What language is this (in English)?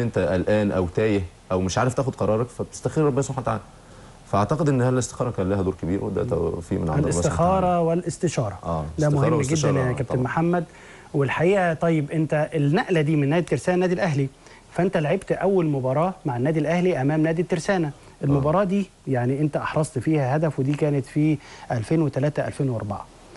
Egyptian Arabic